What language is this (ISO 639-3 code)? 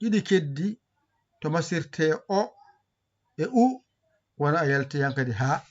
ful